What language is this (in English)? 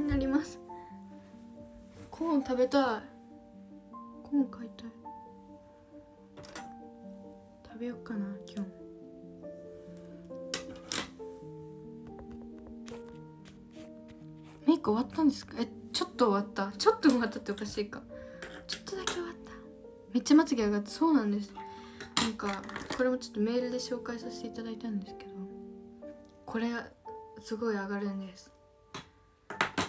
Japanese